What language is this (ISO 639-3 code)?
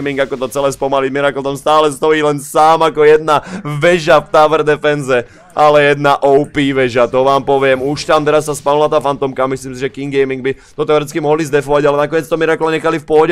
slk